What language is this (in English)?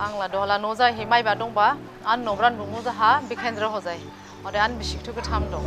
Dimasa